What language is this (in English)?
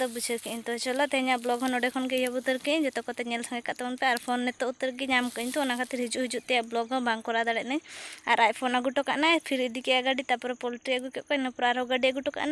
Santali